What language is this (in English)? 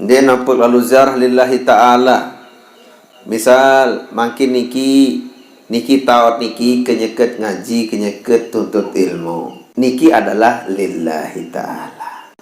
Sasak